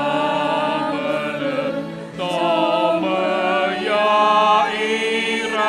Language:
Nias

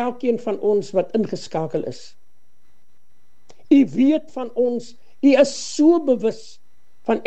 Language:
Afrikaans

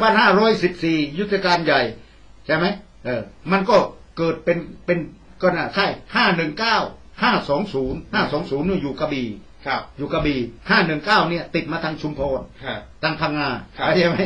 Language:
Thai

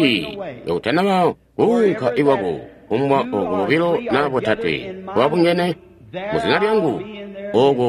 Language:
Tonga (Zambia)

